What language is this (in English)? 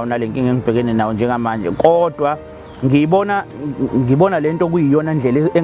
Zulu